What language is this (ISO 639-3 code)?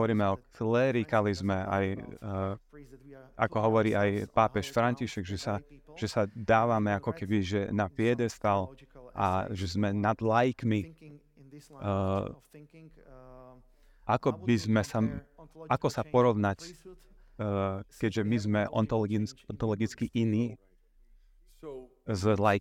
slk